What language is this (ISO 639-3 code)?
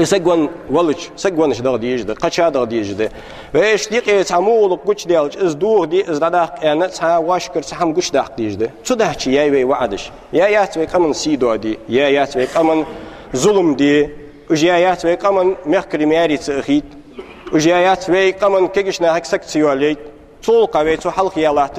inh